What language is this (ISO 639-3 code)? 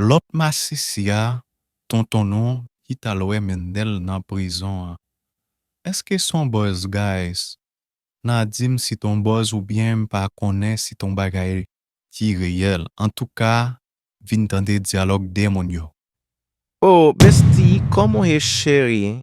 hat